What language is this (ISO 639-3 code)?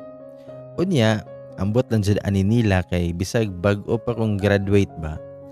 ceb